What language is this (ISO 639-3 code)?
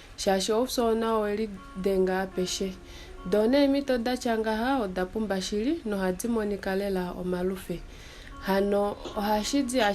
kua